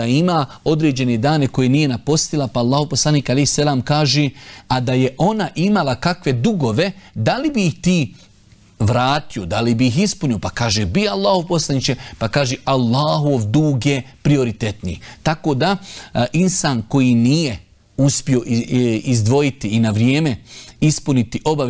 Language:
Bosnian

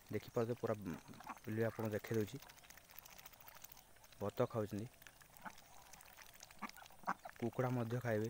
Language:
Odia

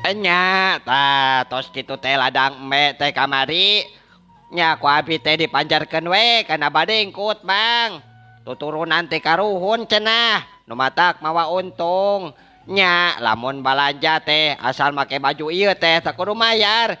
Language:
Sundanese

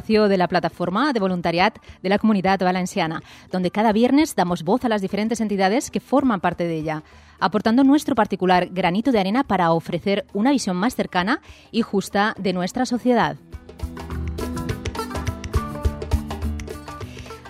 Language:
Spanish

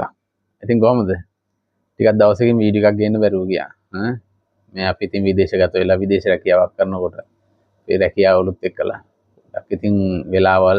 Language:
Sinhala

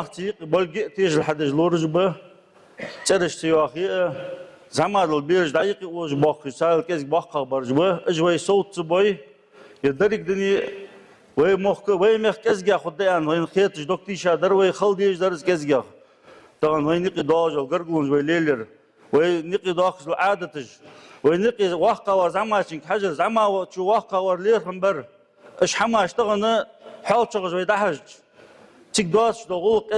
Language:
Ingush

